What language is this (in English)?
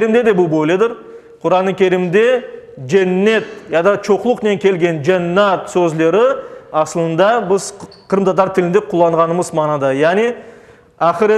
Crimean Tatar